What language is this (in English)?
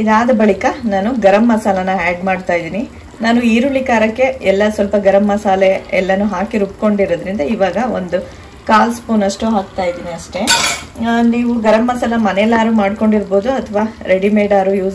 Kannada